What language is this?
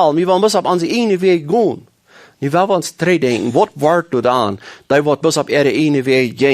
Plautdietsch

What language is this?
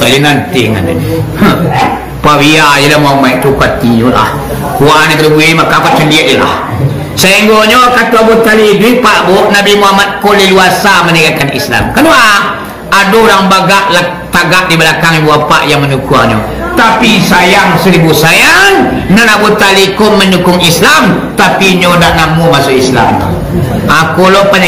Minangkabau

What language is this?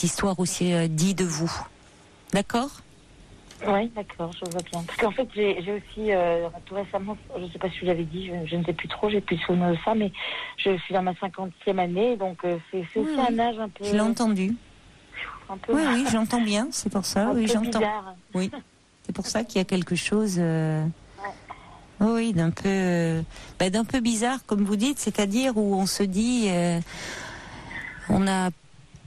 French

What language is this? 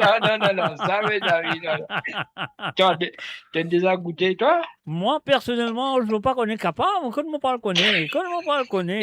Morisyen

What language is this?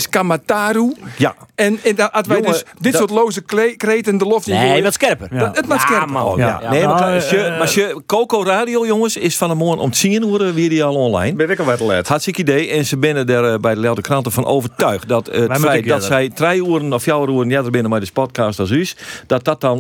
Western Frisian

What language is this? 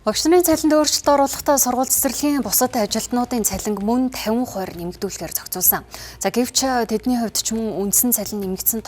Mongolian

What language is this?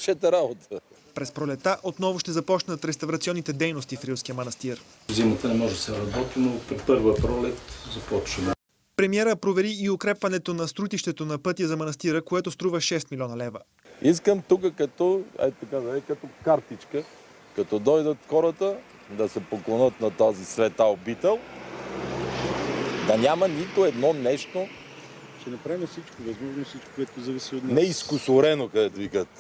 Bulgarian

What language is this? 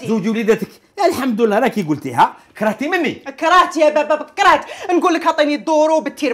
Algerian Arabic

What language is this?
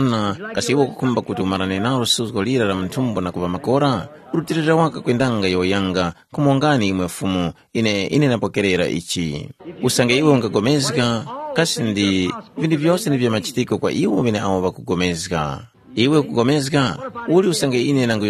Tumbuka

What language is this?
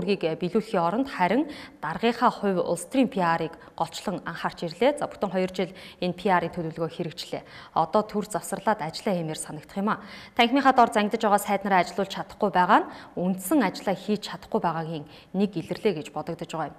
Mongolian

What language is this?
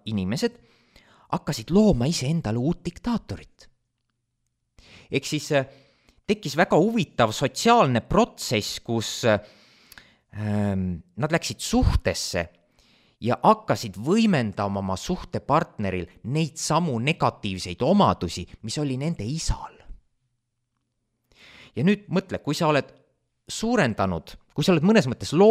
Estonian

